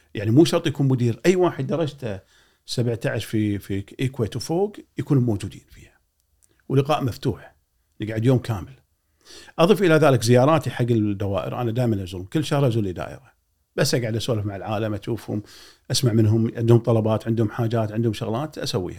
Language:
Gulf Arabic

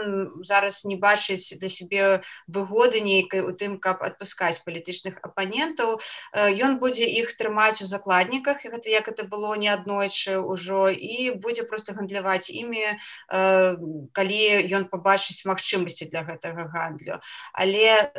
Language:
Belarusian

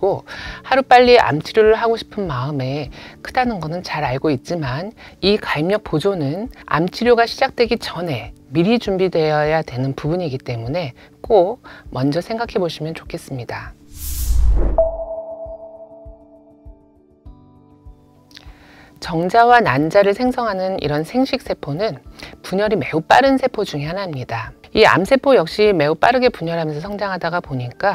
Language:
Korean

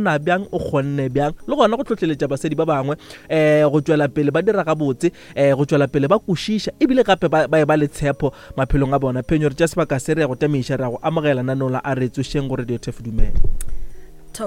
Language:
Northern Sotho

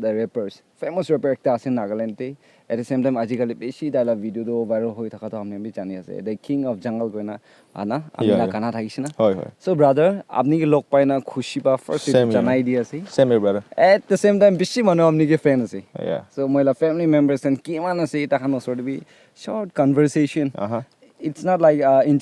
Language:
Naga Pidgin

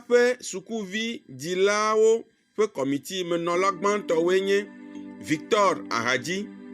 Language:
Ewe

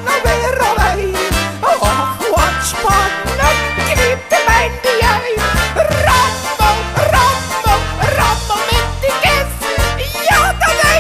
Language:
Limburgish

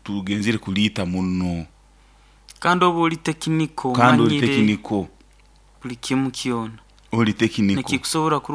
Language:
Nyoro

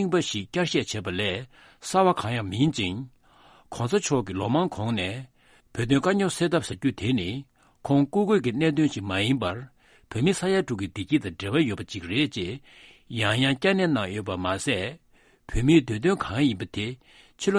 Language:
Tibetan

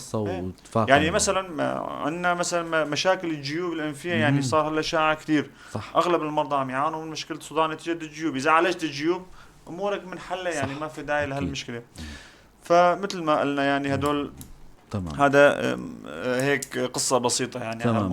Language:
North Levantine Arabic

